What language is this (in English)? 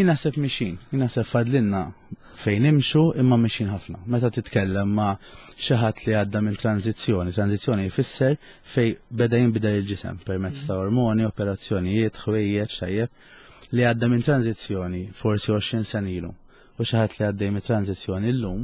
Maltese